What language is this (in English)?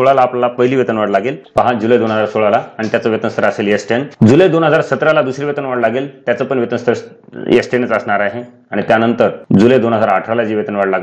Marathi